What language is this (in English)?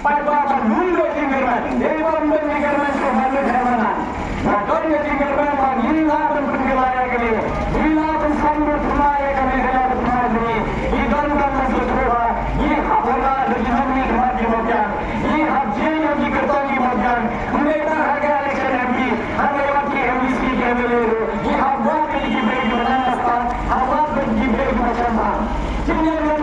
Khasi